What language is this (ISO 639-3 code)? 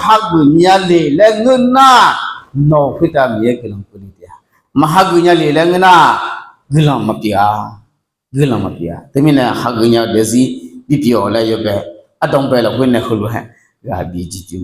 ahk